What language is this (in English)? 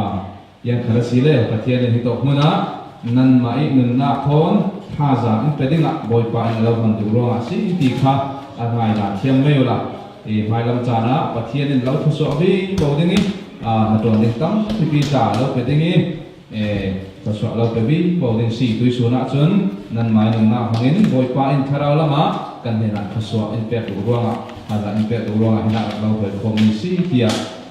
Falam Chin